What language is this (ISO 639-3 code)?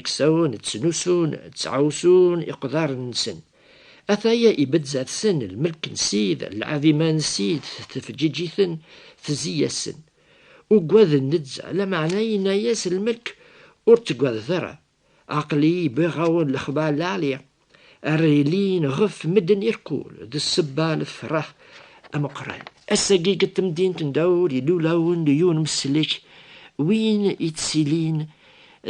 kab